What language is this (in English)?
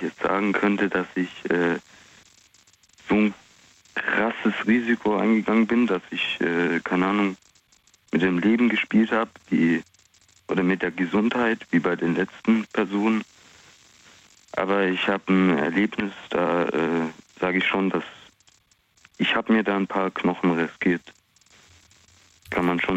German